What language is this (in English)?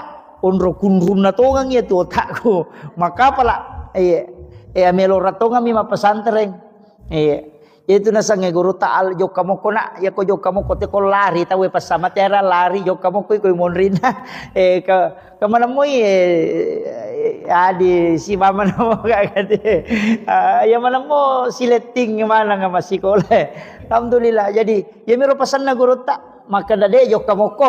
Buginese